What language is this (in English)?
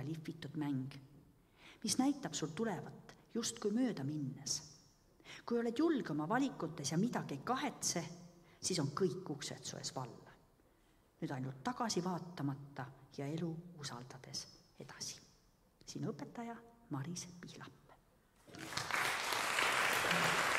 Estonian